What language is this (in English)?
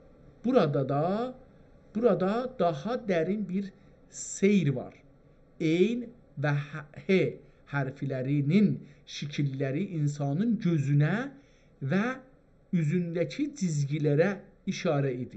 South Azerbaijani